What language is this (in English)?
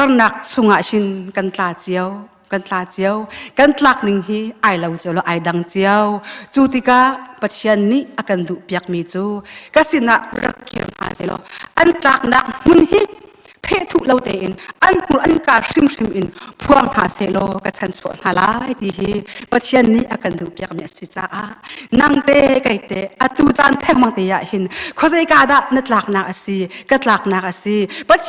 Hakha Chin